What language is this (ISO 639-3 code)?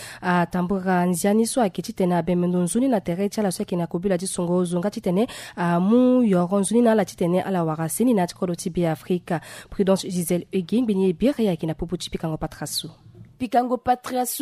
sag